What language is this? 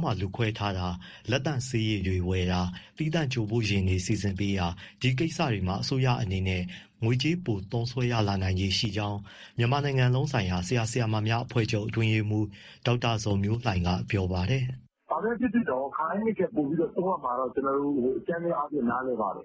Burmese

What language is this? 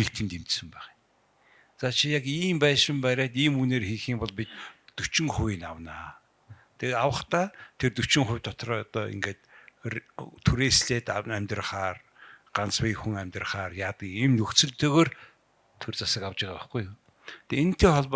Mongolian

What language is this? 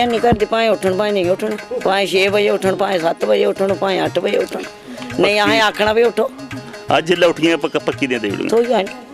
Dogri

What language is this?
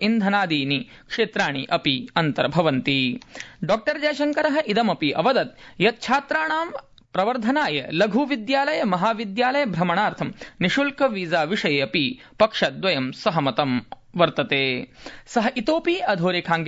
Sanskrit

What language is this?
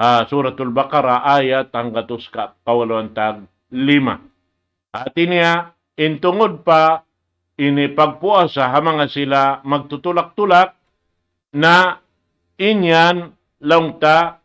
Tausug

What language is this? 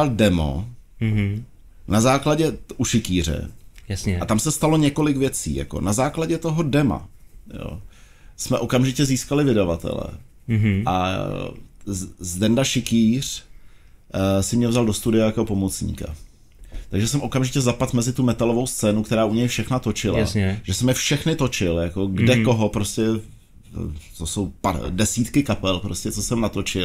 Czech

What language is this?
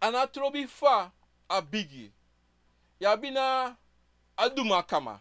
Sranan Tongo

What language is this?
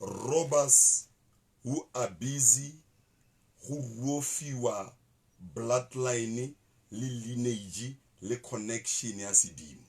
Southern Sotho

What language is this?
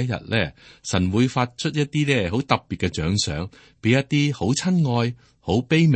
Cantonese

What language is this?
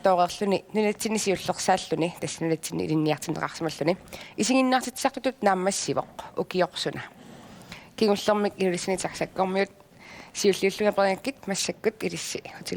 Kalaallisut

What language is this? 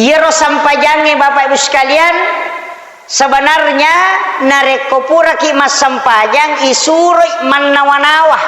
Buginese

